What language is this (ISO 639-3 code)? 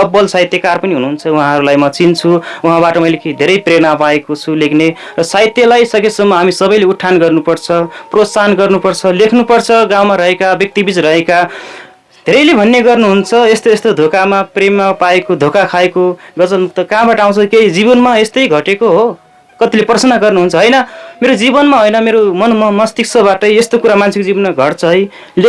nep